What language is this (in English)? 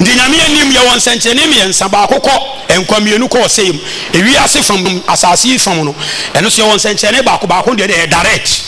Akan